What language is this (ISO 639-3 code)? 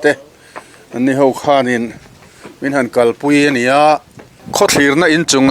lus